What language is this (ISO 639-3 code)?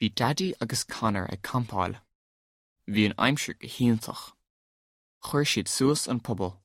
gle